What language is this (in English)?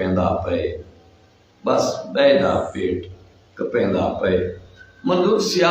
Saraiki